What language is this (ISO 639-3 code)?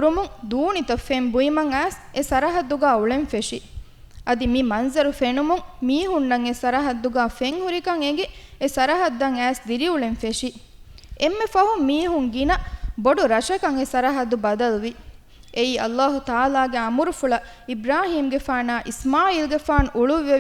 div